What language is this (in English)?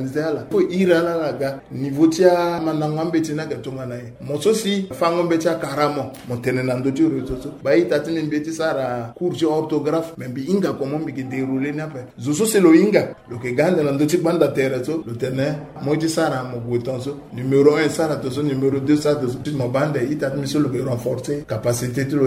Sango